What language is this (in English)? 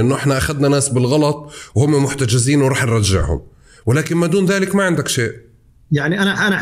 North Levantine Arabic